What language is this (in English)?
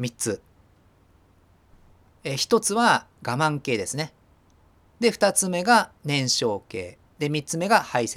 Japanese